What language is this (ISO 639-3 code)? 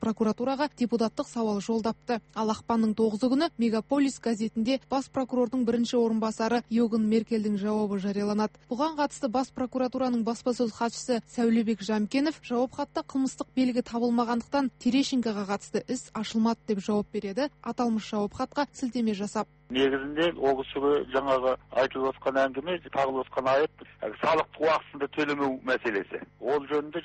kaz